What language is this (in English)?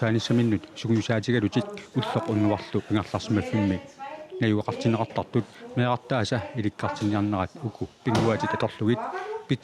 Kalaallisut